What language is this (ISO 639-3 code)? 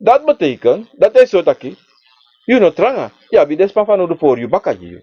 srn